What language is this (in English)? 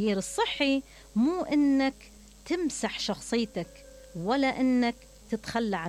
Mesopotamian Arabic